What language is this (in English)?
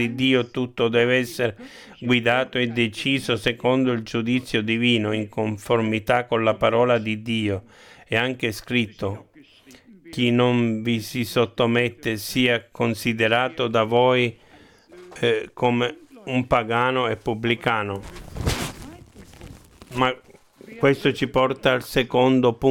Italian